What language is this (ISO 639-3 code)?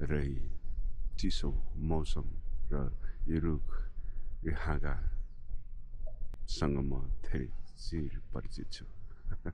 nep